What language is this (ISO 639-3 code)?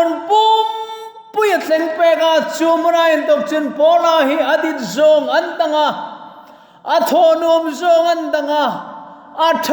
hmr